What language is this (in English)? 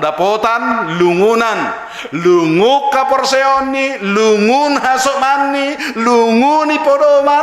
Batak Simalungun